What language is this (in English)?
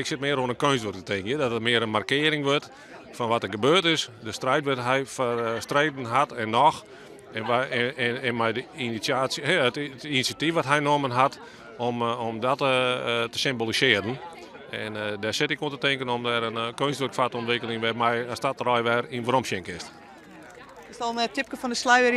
Western Frisian